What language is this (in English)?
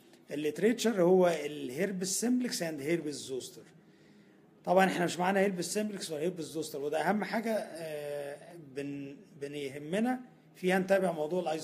Egyptian Arabic